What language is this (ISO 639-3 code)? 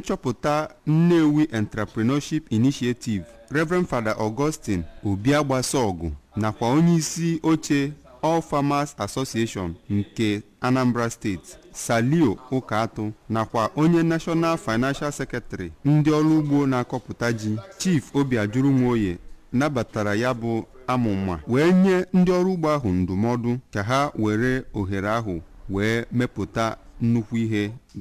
ibo